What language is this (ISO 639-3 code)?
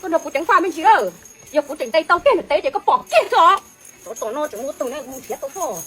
hmn